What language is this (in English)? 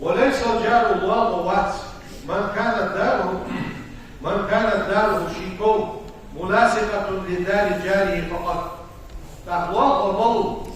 Ingush